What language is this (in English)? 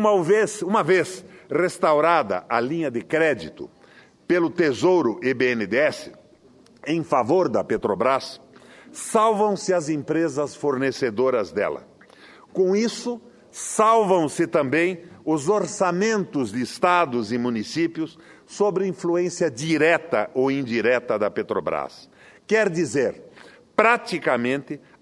Portuguese